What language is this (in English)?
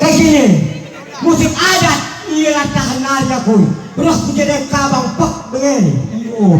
Batak Karo